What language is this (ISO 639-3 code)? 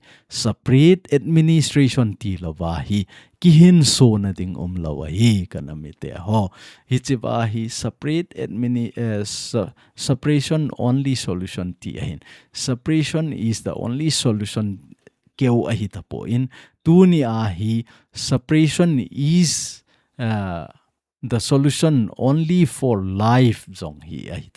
tcz